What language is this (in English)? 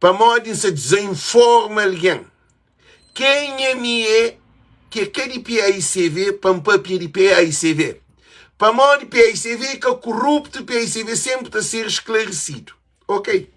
Kabuverdianu